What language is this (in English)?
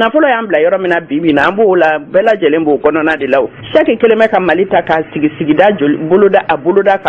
Bambara